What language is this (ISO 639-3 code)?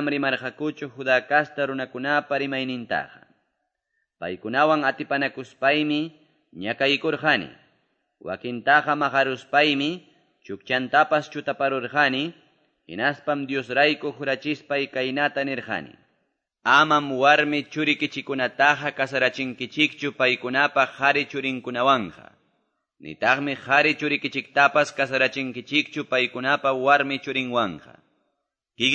que